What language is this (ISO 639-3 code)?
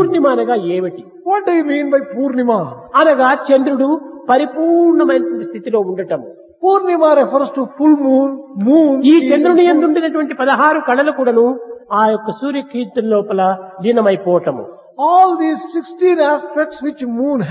tel